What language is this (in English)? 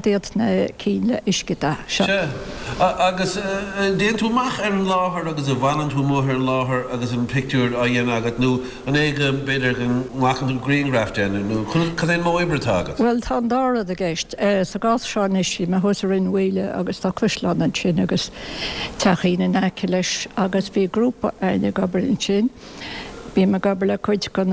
Irish